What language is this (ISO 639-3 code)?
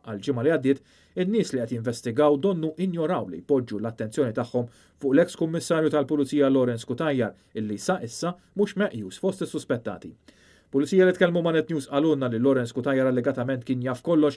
mlt